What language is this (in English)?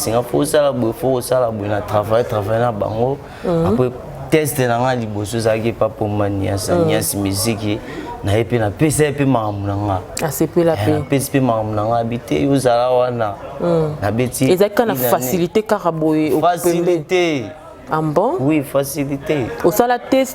Lingala